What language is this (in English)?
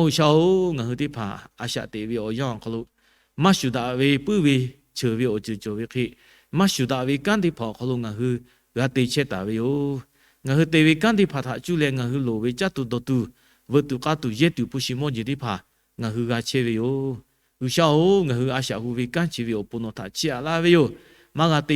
Lahu